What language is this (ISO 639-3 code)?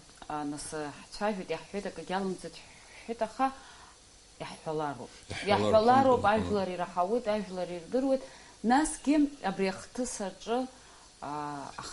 abk